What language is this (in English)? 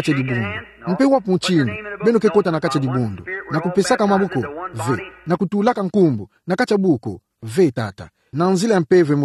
Kituba (Democratic Republic of Congo)